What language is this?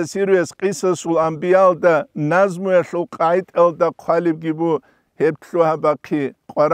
Avaric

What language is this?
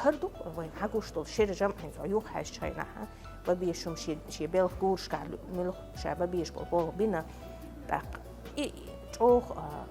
Chechen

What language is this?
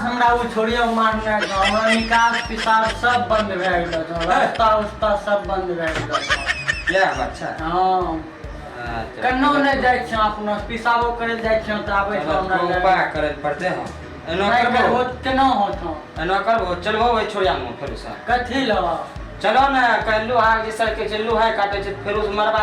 Maithili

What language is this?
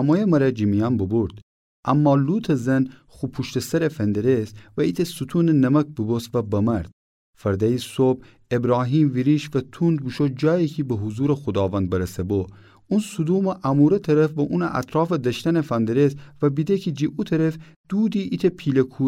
Gilaki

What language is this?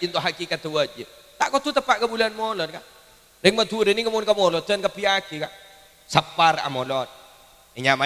Madurese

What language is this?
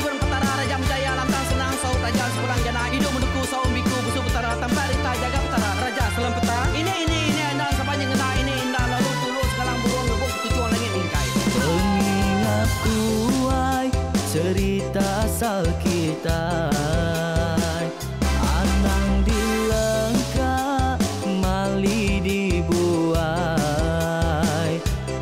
Iban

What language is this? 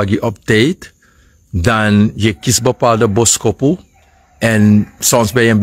Sranan Tongo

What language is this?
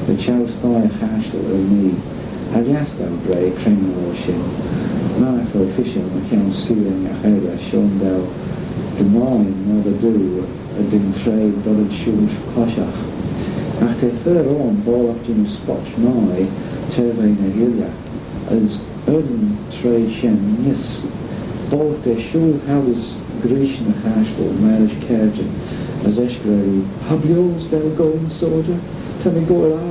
Manx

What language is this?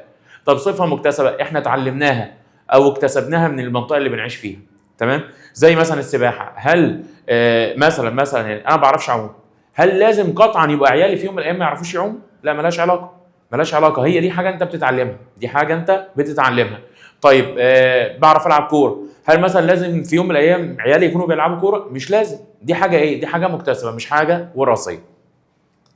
Egyptian Arabic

